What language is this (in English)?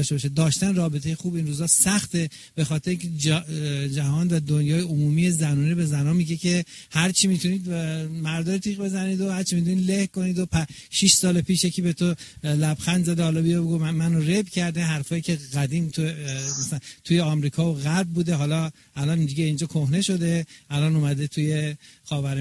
Persian